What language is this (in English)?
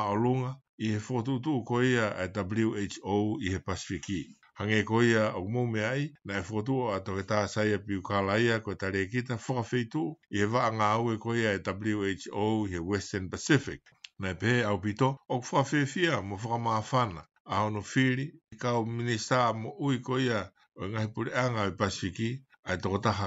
Tongan